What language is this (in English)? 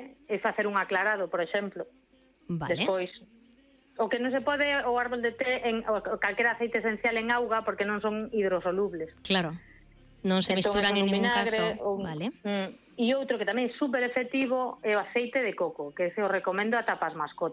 Galician